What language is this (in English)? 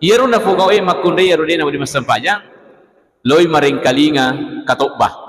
Buginese